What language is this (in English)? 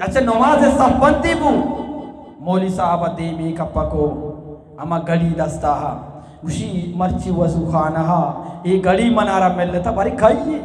Eastern Balochi